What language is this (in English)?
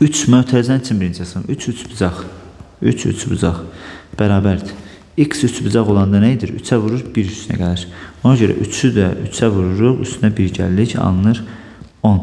Azerbaijani